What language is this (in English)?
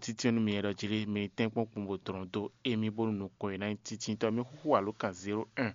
Fon